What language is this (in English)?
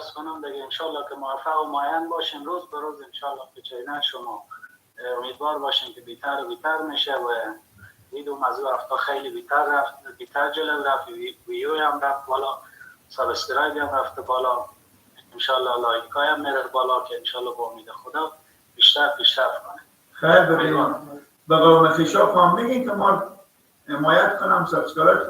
Persian